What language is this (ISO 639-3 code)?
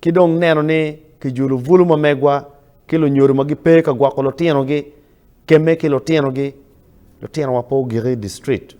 ach